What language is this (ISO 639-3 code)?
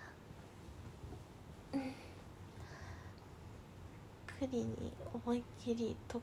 jpn